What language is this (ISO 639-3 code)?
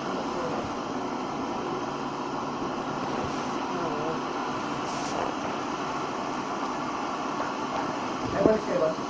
fil